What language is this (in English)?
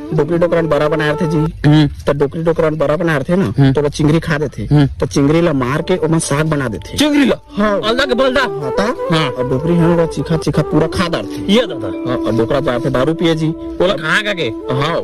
Chhattisgarhi